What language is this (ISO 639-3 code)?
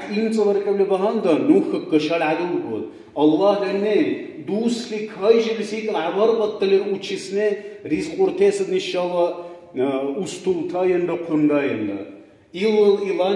dar